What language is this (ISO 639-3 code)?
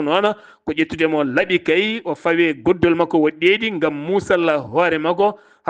ful